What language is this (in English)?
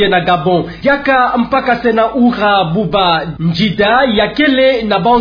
Kituba (Democratic Republic of Congo)